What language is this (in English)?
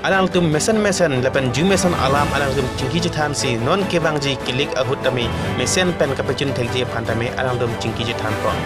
Karbi